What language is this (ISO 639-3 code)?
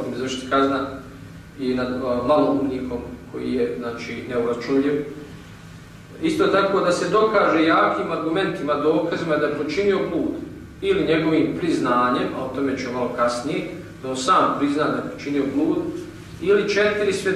bos